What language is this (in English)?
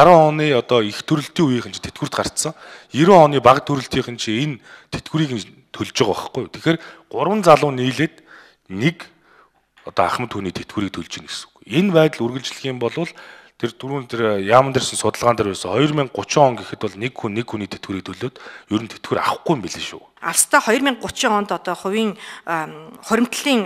Mongolian